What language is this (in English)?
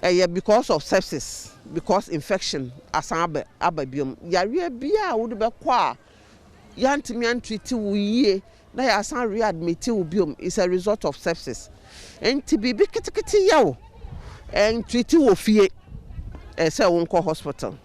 Akan